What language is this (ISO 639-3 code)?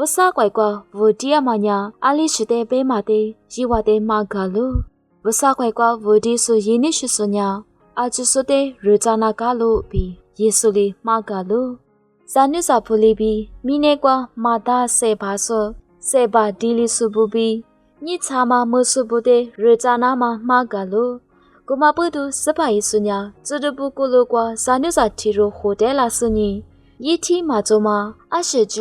lis